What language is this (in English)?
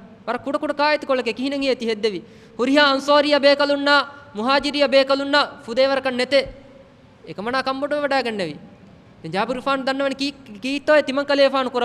Divehi